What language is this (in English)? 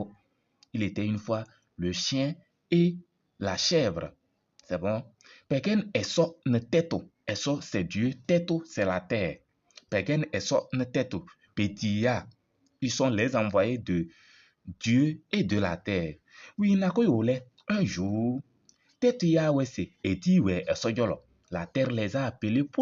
Kabiyè